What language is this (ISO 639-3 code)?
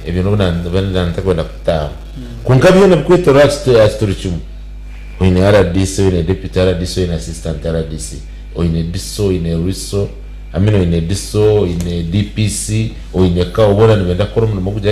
nyn